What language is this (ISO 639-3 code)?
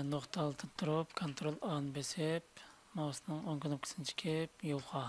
uig